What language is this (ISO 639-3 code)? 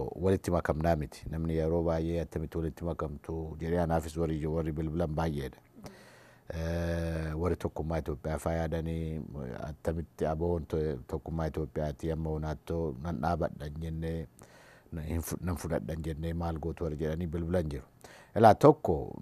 orm